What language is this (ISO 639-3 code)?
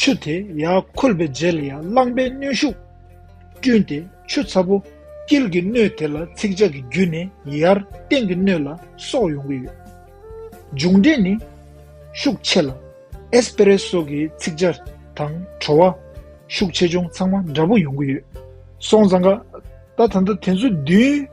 bod